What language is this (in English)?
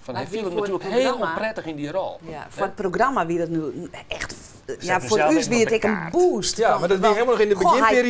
Western Frisian